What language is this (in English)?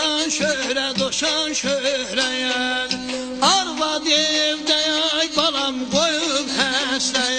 South Azerbaijani